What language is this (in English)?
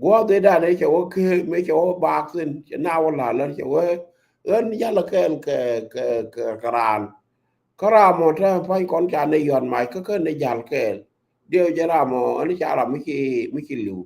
Nuer